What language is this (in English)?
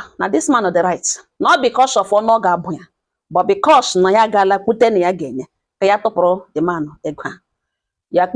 Igbo